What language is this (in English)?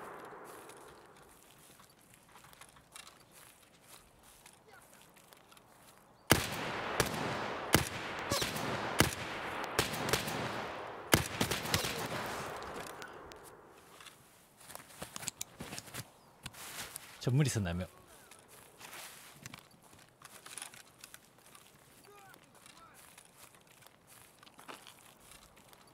Japanese